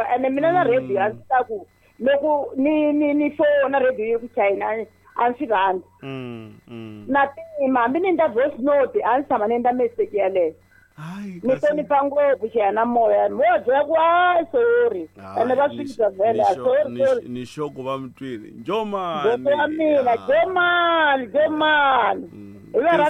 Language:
Tsonga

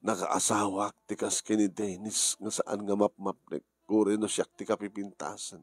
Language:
Iloko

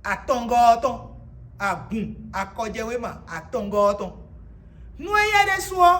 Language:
Fon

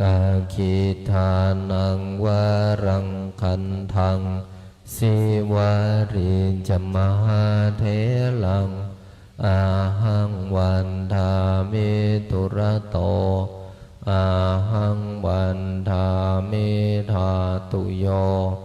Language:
Pali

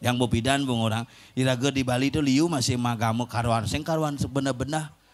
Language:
Balinese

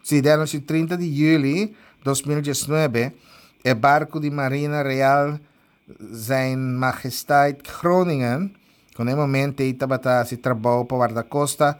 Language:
Papiamento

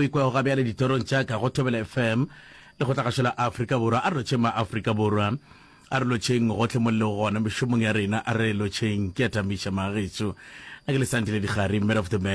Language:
Northern Sotho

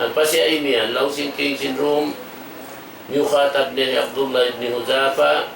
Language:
Tausug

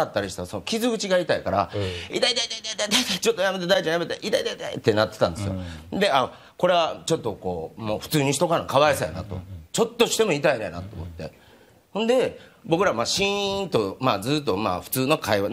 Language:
Japanese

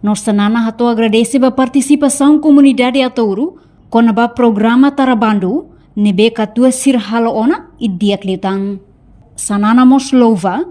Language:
Tetum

